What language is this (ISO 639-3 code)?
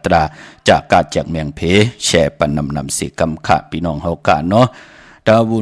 shn